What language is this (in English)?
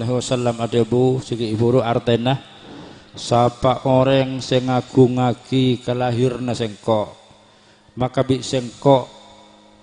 Madurese